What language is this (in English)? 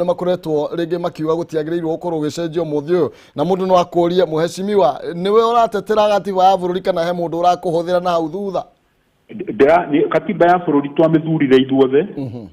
Kikuyu